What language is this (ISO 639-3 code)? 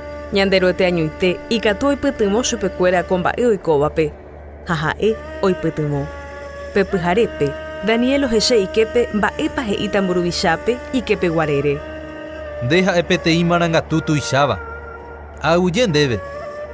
grn